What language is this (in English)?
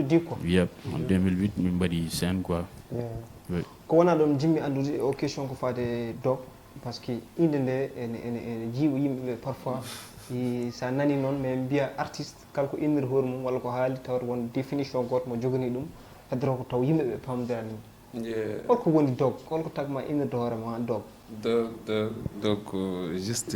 Fula